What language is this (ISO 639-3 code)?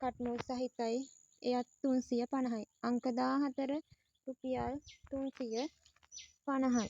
sin